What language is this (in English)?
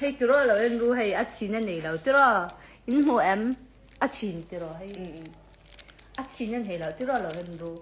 Mizo